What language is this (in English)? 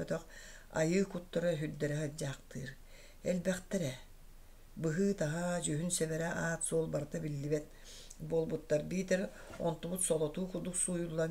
Yakut